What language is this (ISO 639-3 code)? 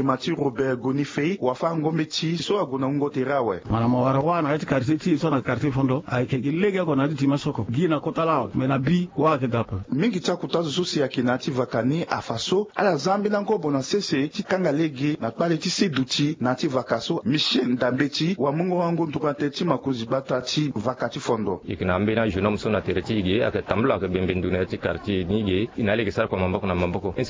sag